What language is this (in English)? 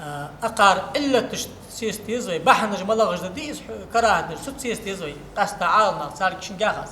Ingush